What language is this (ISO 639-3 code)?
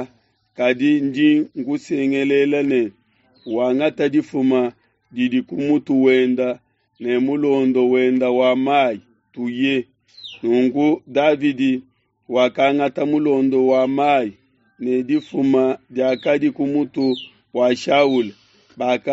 lua